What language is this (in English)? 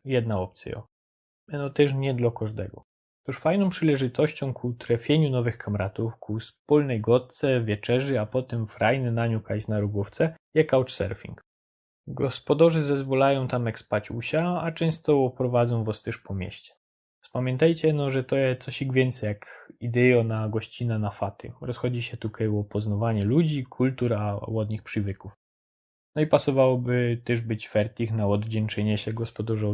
Silesian